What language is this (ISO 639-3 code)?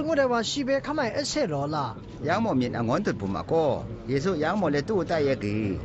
atb